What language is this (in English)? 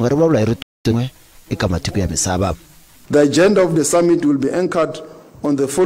Tsonga